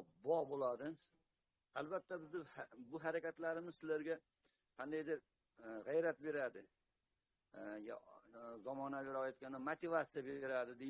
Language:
Uzbek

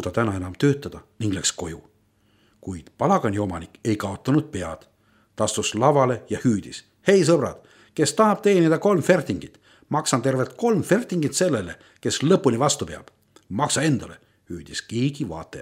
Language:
Estonian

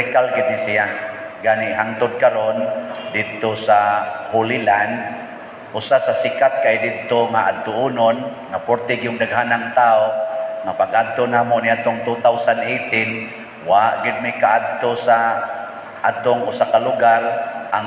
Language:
Cebuano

